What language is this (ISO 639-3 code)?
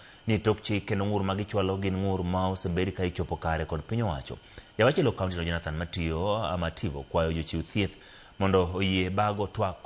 luo